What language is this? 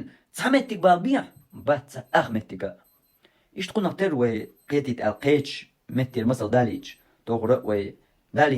Chechen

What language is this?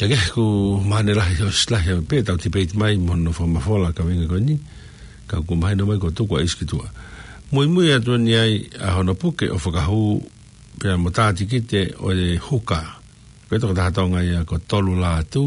Tongan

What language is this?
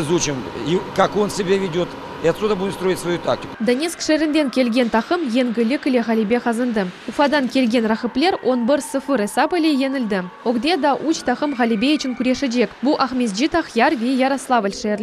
Crimean Tatar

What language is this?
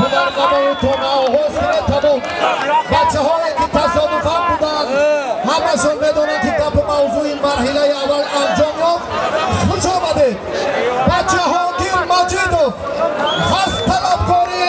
Tajik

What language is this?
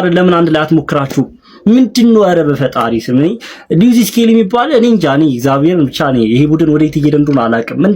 Amharic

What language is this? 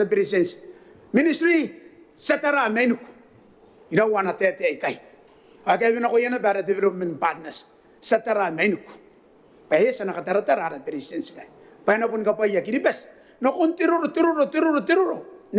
Gilbertese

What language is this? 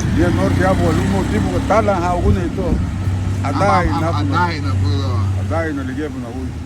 Garifuna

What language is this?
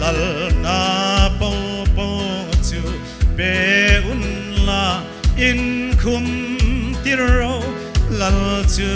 Hmar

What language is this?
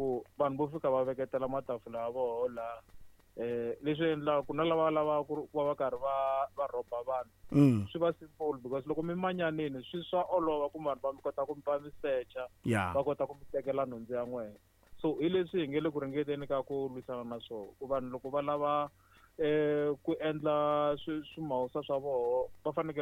Tsonga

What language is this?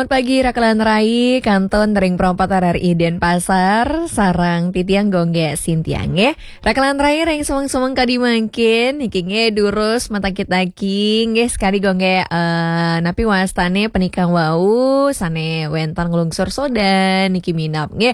Balinese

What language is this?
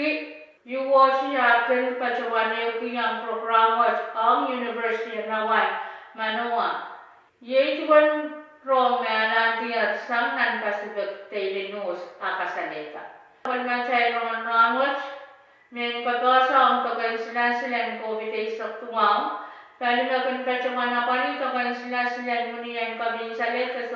Pohnpeian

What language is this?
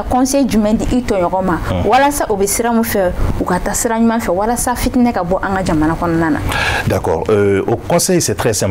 Bambara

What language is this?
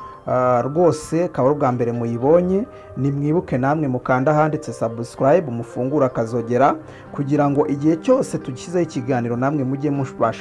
Kinyarwanda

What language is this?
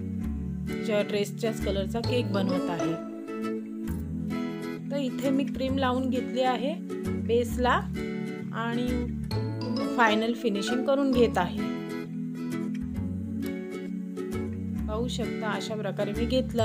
Marathi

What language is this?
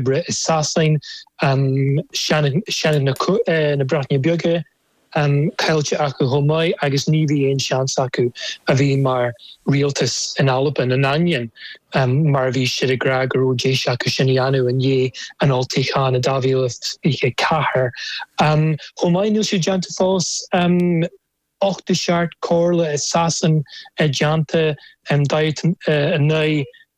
Irish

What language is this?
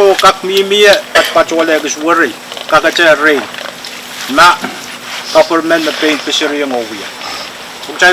Pohnpeian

